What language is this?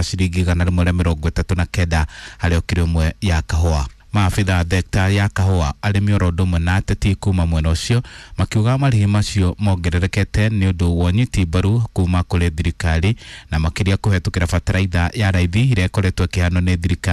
Kikuyu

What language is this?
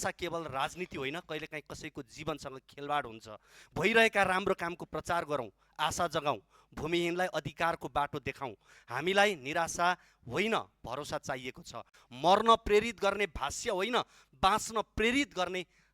Nepali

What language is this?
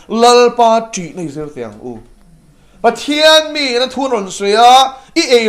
Mizo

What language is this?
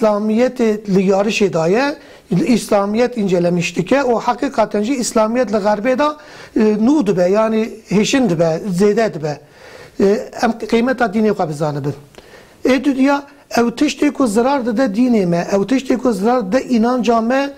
Kurdish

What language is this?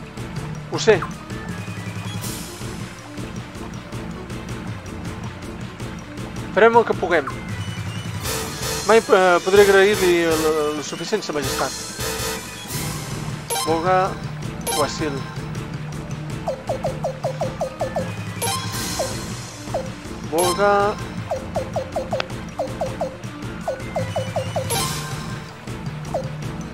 Catalan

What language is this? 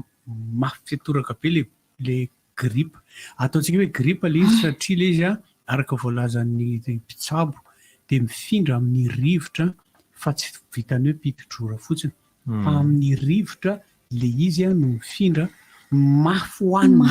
Malagasy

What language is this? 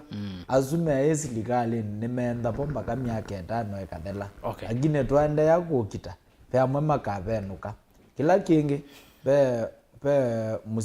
Kamba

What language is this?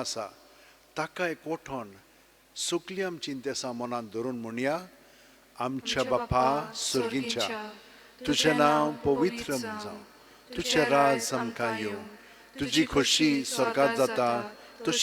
Konkani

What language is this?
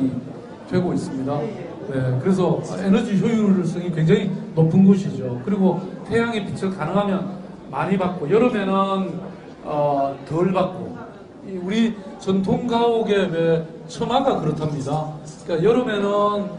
Korean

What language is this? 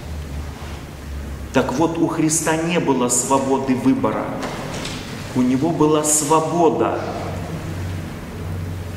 Russian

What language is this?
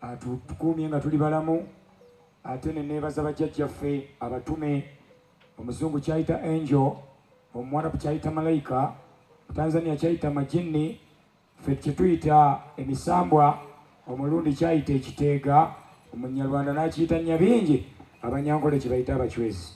Ganda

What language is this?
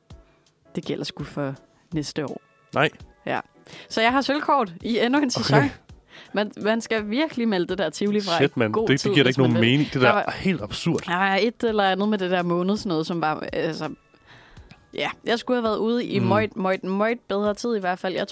Danish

